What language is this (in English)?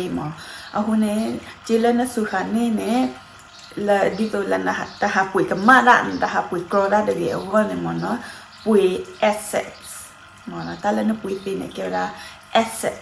S'gaw Karen